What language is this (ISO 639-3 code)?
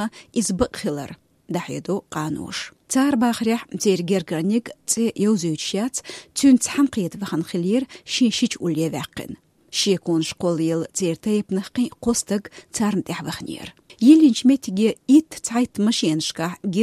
che